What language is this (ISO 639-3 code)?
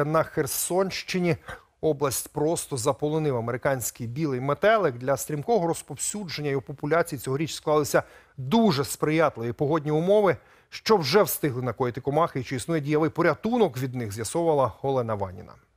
ukr